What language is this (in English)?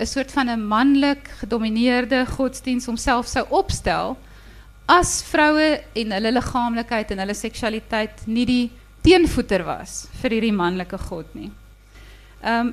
Afrikaans